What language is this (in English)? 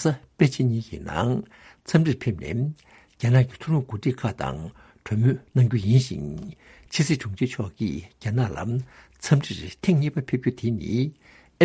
Tibetan